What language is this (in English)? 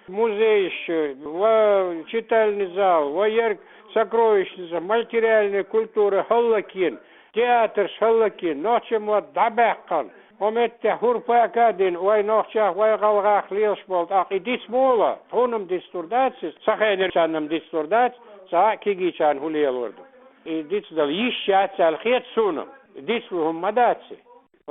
Chechen